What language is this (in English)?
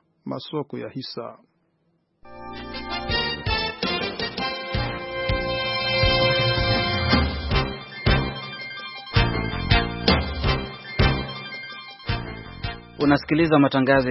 Swahili